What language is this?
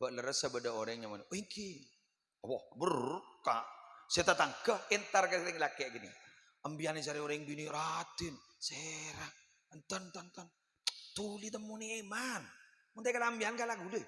Madurese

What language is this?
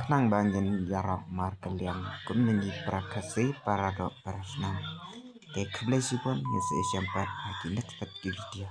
Khasi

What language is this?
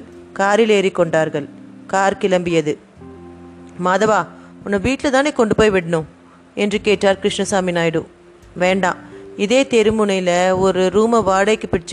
Tamil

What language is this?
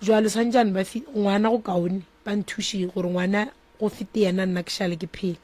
Northern Sotho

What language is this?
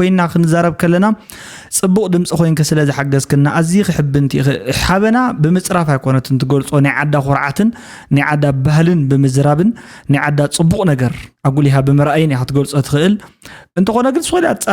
Tigrinya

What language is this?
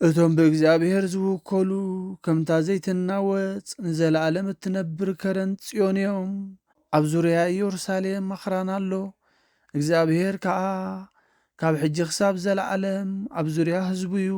Tigrinya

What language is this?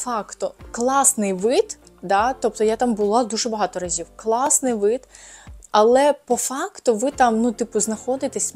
Ukrainian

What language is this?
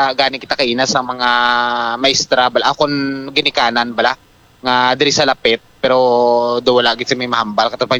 Hiligaynon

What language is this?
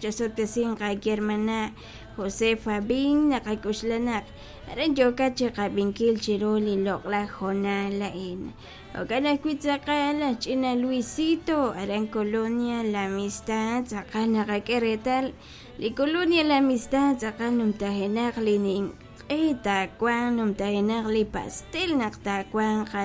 Kekchí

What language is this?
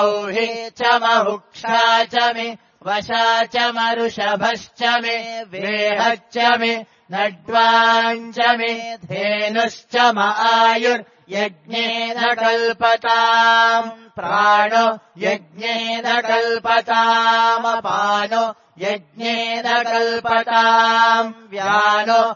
Sanskrit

